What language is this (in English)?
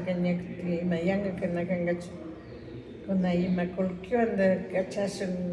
Imbabura Highland Quichua